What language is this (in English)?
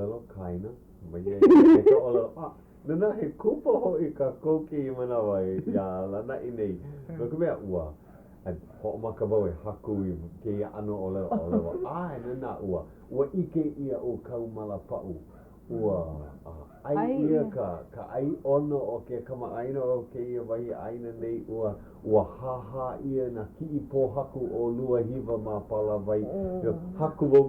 Hawaiian